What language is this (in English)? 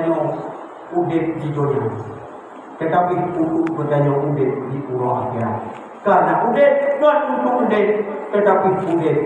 Achinese